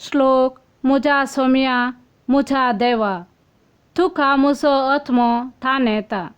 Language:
Konkani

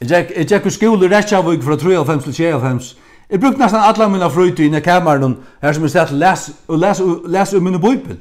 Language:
Faroese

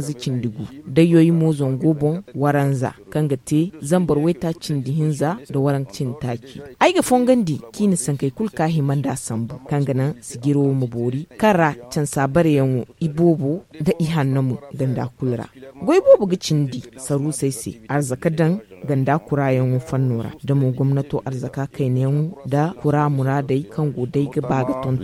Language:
Zarma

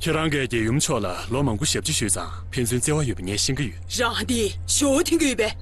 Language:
Tibetan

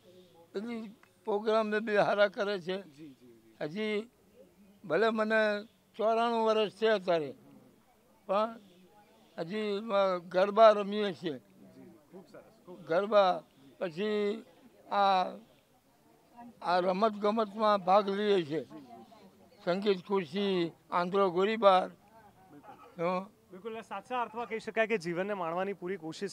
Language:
Gujarati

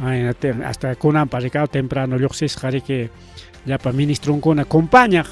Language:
Ayacucho Quechua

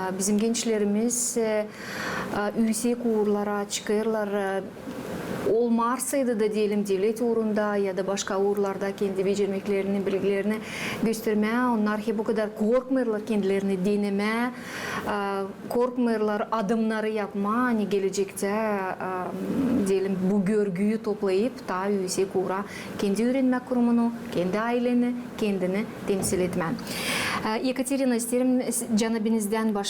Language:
Gagauz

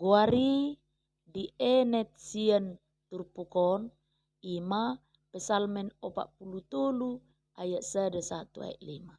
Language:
Batak Toba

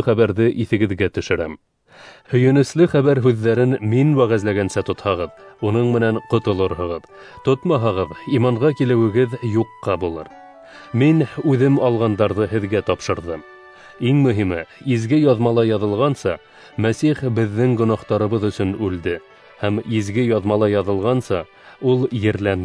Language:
Bashkir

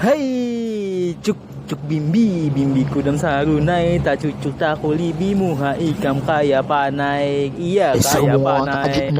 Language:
Banjar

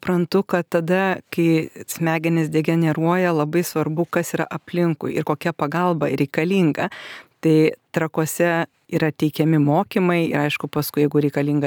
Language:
Lithuanian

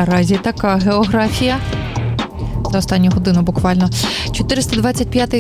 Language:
Ukrainian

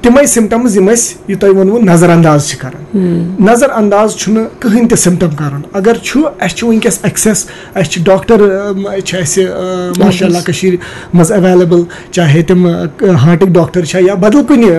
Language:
Kashmiri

